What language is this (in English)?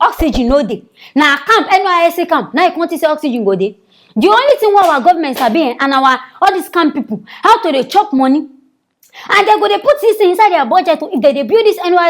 Nigerian Pidgin